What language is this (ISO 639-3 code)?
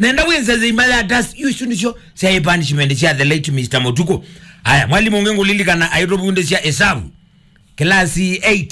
kam